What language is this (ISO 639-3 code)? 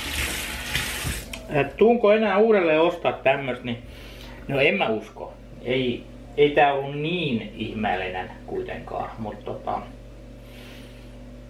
fin